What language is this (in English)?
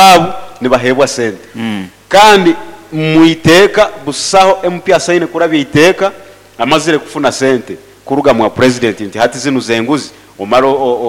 Nyoro